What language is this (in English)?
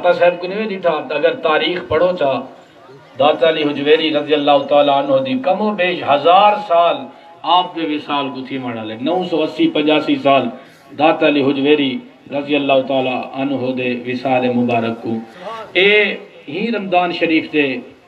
Saraiki